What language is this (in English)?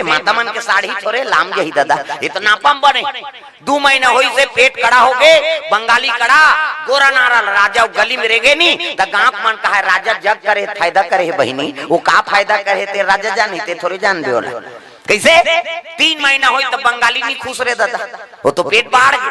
Chhattisgarhi